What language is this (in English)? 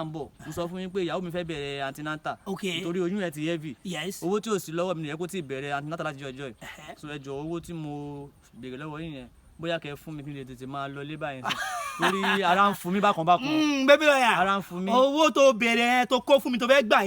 Yoruba